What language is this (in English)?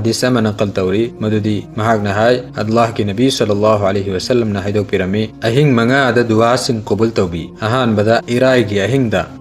Manipuri